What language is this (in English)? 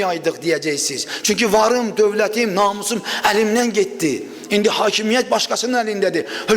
Azerbaijani